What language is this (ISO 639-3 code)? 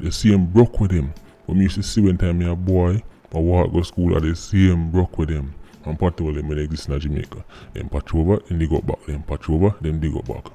jam